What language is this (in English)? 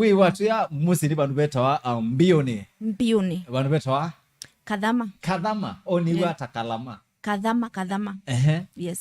Kamba